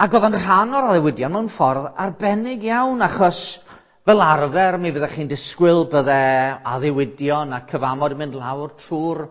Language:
Welsh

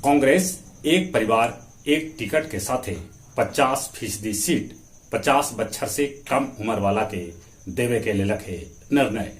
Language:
Magahi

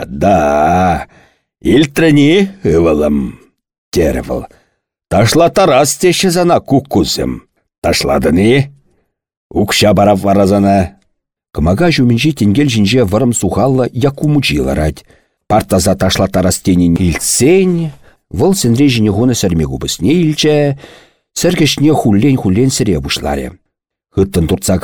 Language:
Chuvash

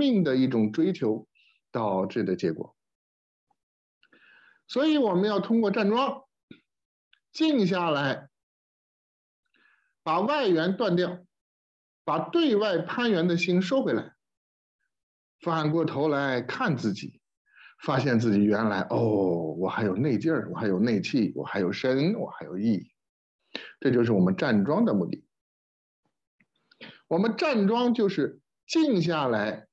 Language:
Chinese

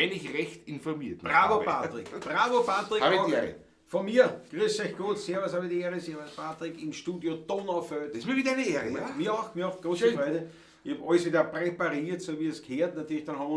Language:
Bavarian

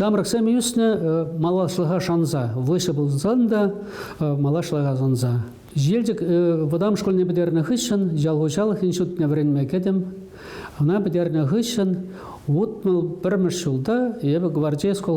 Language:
Chuvash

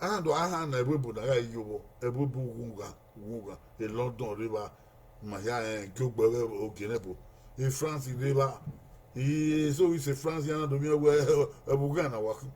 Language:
Bini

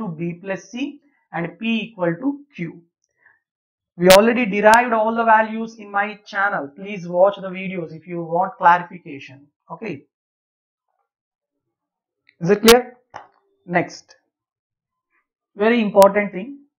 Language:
English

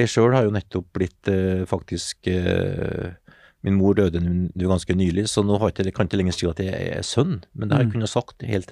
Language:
Norwegian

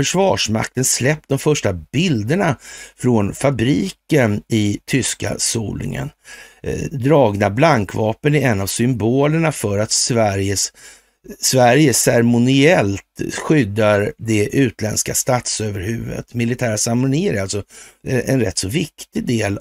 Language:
Swedish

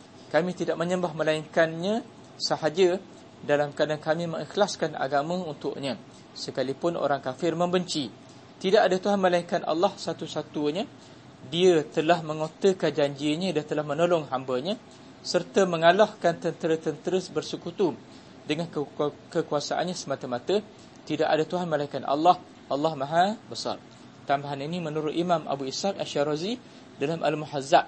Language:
Malay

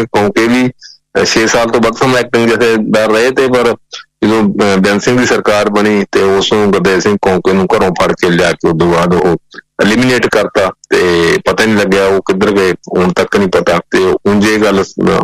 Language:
Punjabi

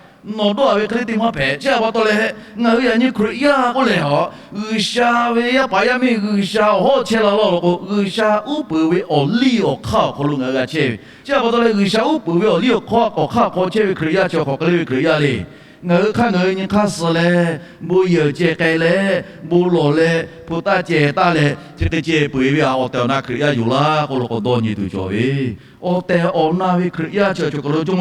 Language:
Lahu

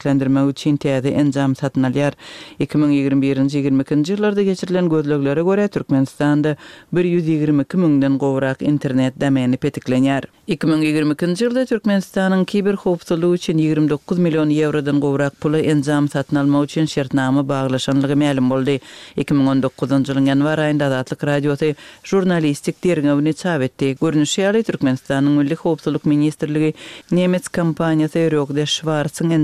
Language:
Turkmen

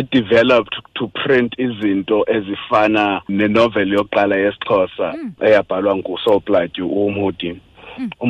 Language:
Xhosa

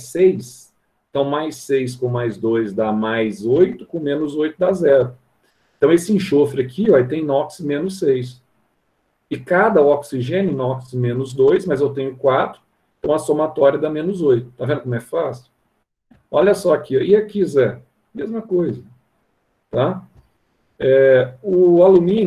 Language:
Portuguese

